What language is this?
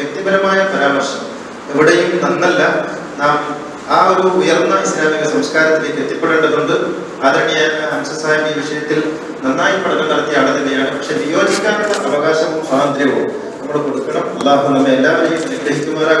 Malayalam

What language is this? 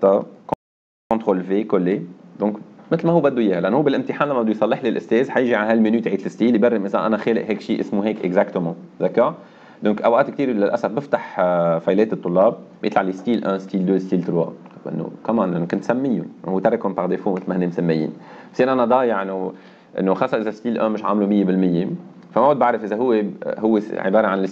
North Levantine Arabic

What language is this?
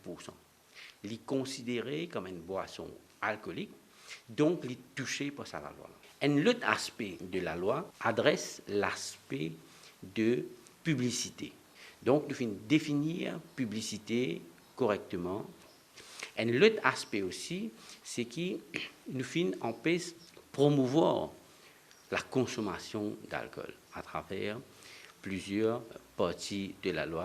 Morisyen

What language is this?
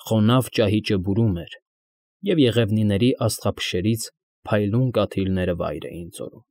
Armenian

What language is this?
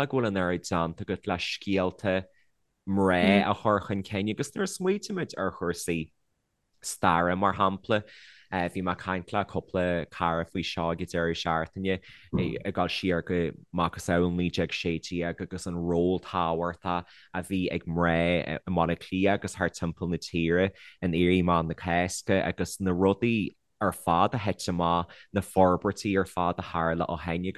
Irish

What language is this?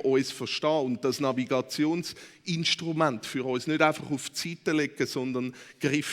Swiss German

